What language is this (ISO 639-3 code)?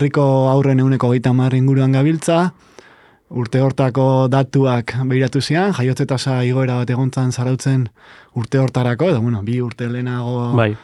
eus